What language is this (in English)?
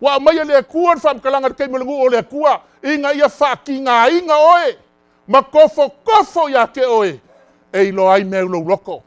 Samoan